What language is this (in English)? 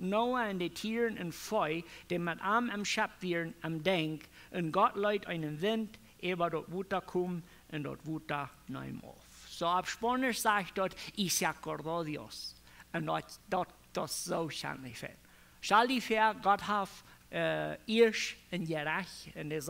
Plautdietsch